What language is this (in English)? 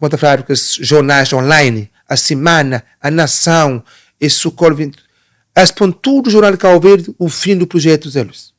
Kabuverdianu